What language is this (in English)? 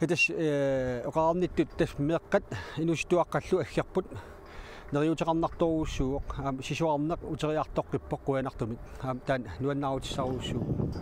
Kalaallisut